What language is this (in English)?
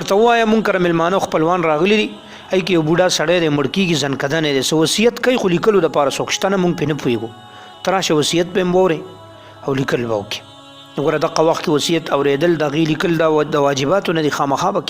Pashto